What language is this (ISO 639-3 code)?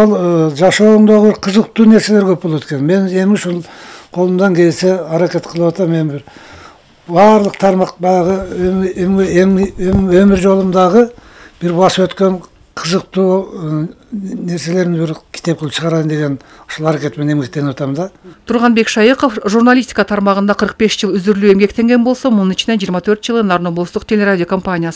kir